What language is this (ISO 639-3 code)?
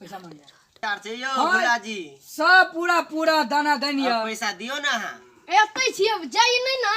mai